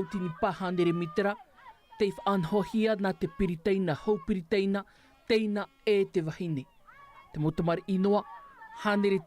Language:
Tahitian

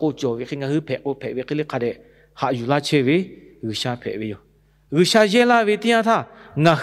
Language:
Lahu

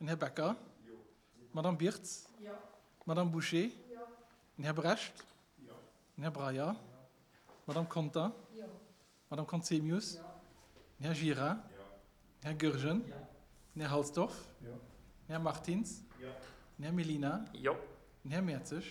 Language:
Luxembourgish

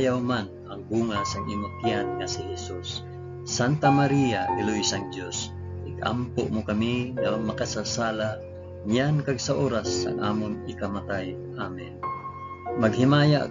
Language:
Hiligaynon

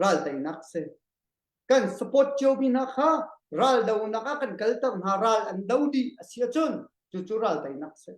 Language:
Hakha Chin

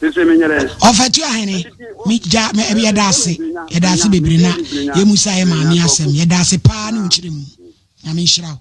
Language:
Akan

